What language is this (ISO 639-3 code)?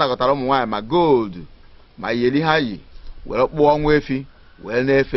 ibo